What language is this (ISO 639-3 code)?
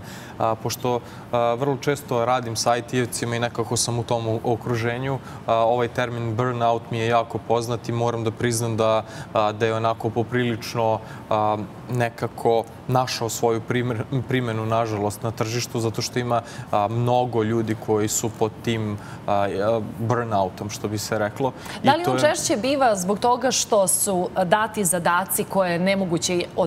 srp